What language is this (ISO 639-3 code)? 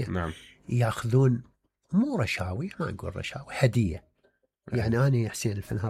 acm